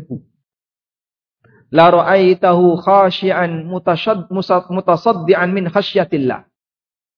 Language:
Indonesian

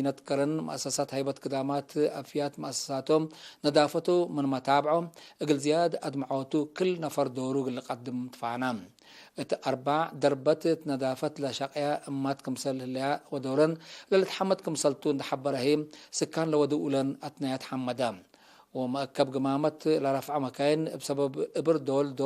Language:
Tigre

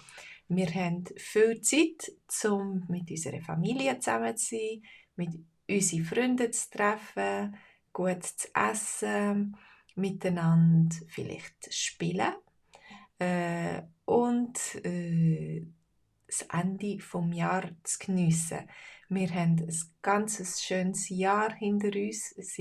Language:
Swiss German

